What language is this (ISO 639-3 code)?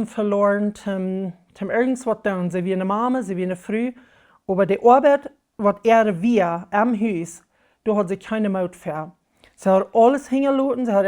pdt